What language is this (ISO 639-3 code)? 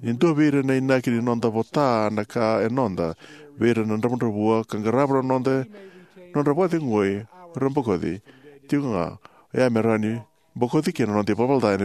fij